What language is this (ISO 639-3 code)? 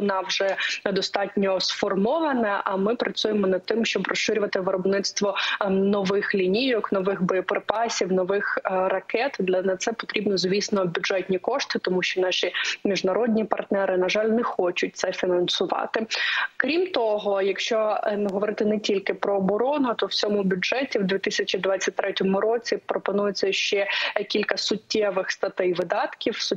ukr